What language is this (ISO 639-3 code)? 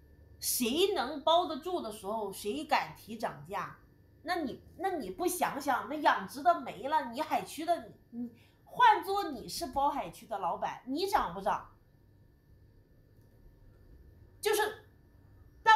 zho